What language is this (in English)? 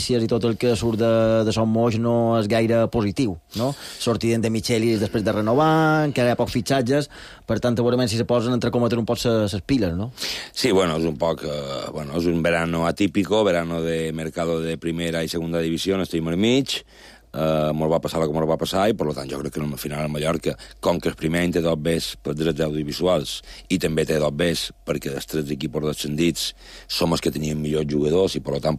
Catalan